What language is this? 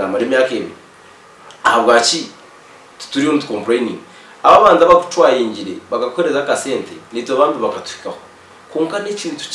Nyankole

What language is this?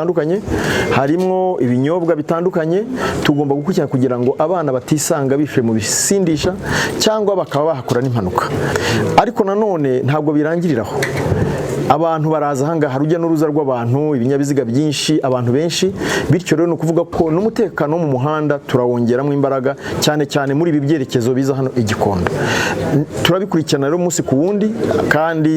Kinyarwanda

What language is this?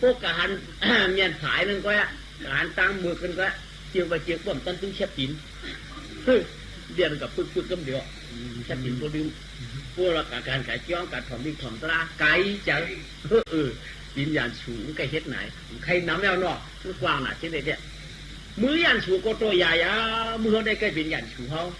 Shan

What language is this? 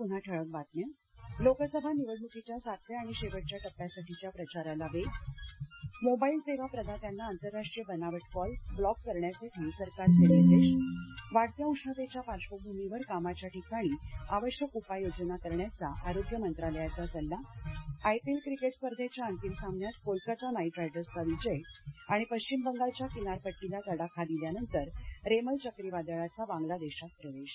Marathi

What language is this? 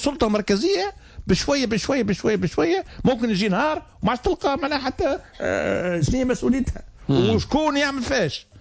Tunisian Arabic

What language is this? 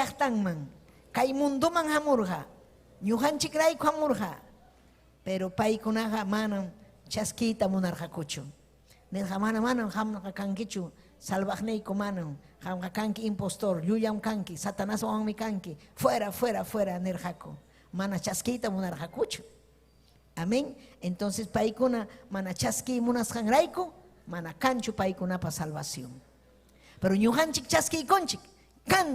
Ayacucho Quechua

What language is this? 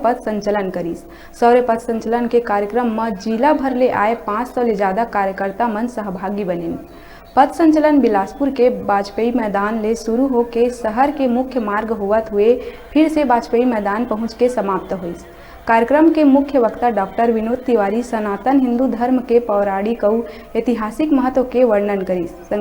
Chhattisgarhi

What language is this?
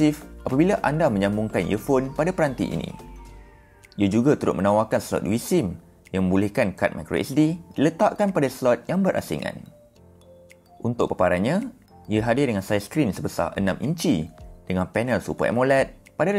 Malay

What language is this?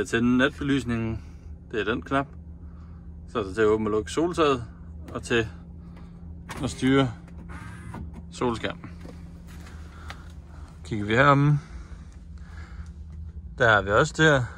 Danish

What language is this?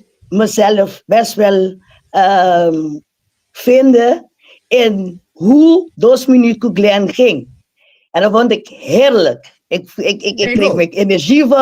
Papiamento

